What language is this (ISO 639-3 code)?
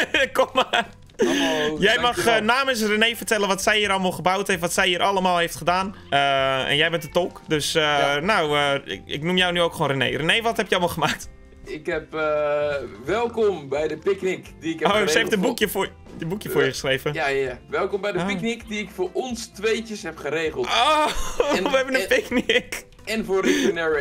nld